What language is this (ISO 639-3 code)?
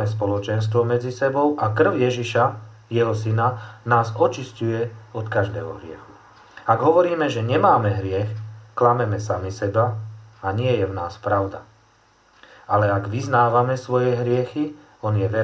slk